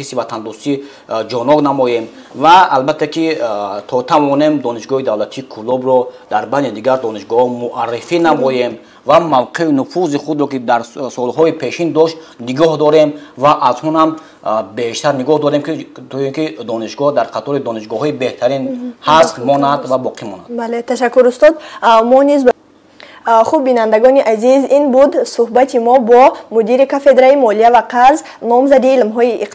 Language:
Tajik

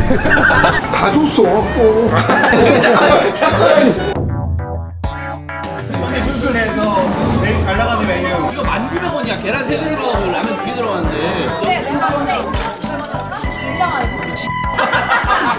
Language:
Korean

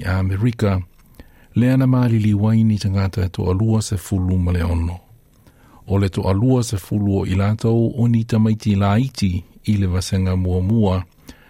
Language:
Samoan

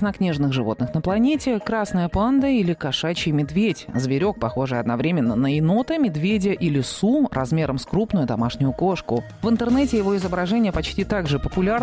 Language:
Russian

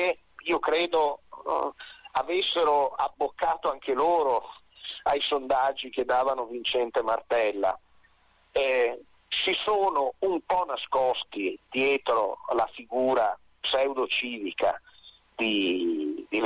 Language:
Italian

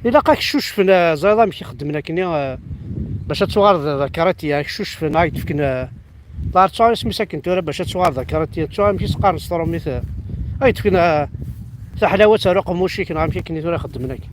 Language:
Kabyle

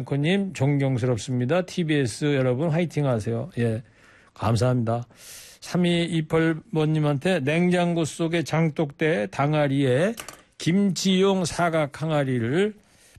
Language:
Korean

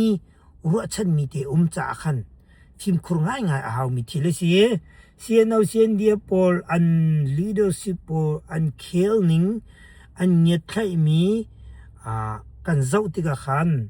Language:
Hakha Chin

